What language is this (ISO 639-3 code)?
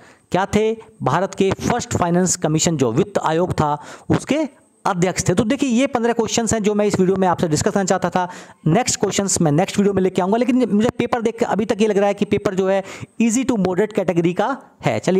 hin